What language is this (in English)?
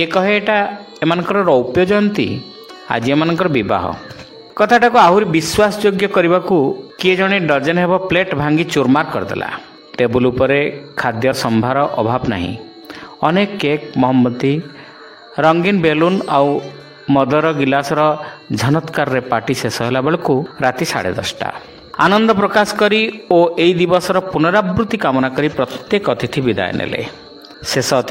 Odia